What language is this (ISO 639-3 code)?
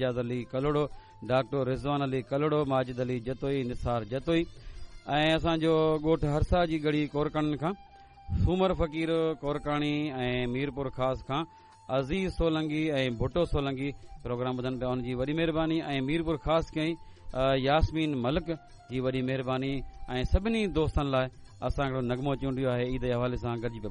snd